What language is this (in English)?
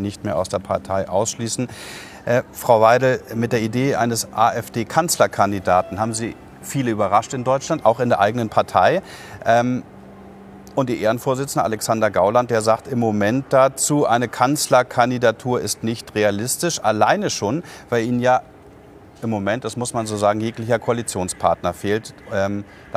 German